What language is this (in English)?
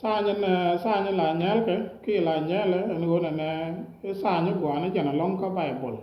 Nuer